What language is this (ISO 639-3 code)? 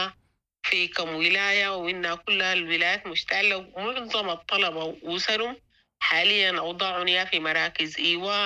apd